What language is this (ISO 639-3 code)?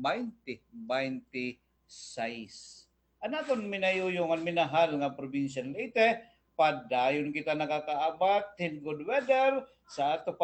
war